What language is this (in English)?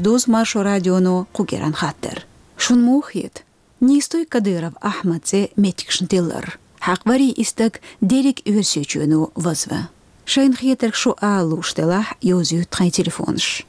Chechen